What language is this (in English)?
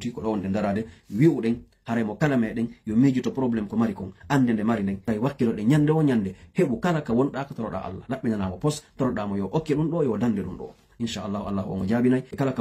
Pular